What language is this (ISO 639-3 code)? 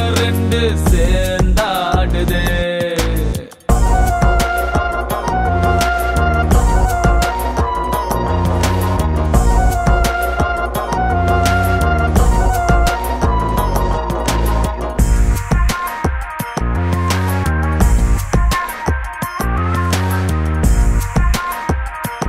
tam